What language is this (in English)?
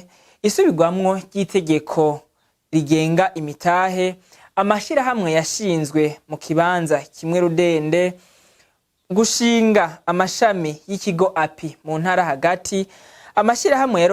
Rundi